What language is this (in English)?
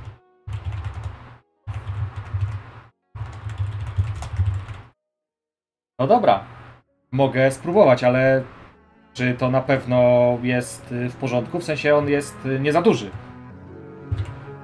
Polish